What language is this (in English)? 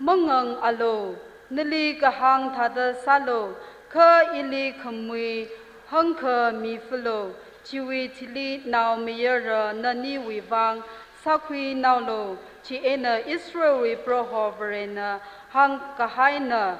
Tangkhul Naga (India)